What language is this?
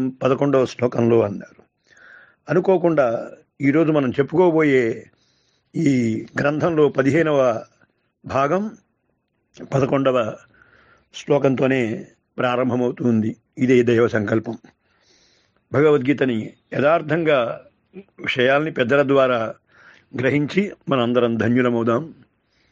Telugu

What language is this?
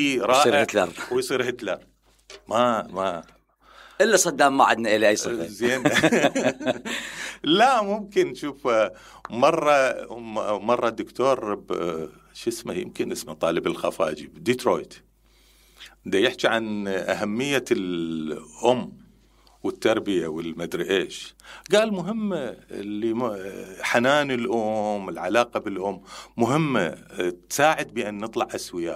Mesopotamian Arabic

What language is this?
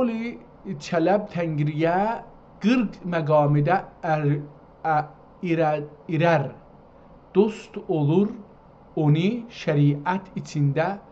South Azerbaijani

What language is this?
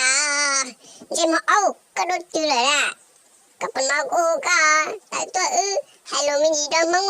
Hmong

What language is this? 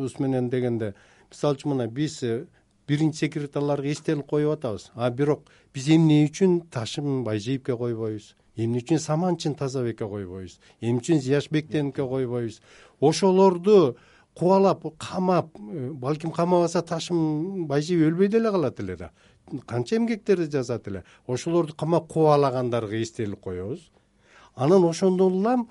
Kyrgyz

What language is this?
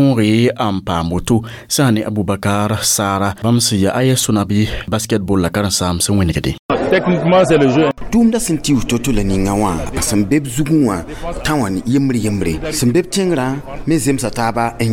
Mossi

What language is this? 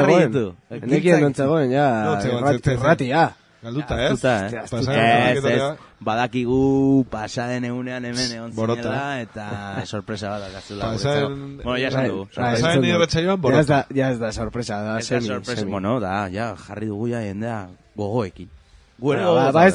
Basque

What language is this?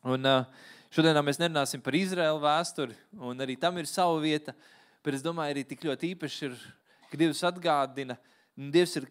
Latvian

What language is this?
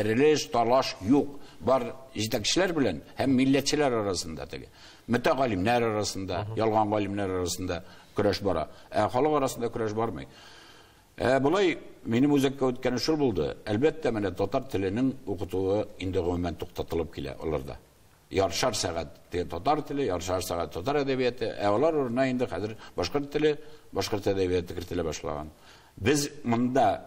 Tatar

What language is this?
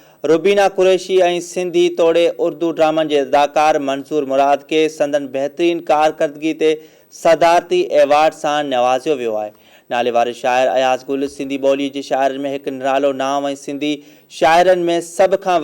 Sindhi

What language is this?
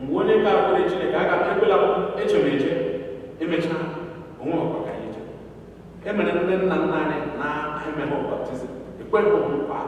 Igbo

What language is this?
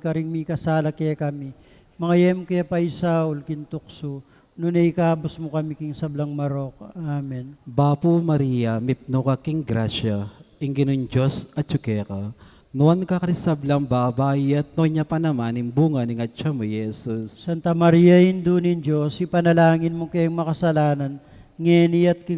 Pampanga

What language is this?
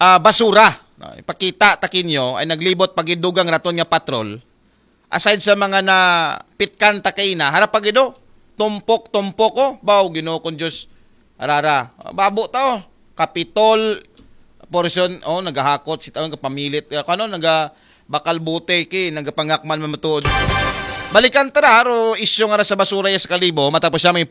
Aklanon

